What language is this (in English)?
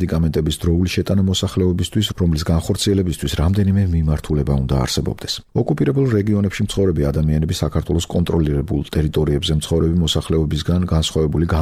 Georgian